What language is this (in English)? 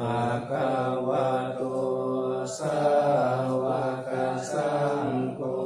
Pali